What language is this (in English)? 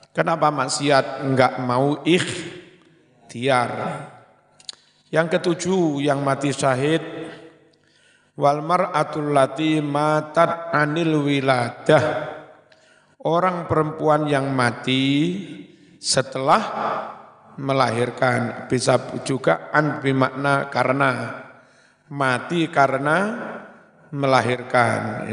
Indonesian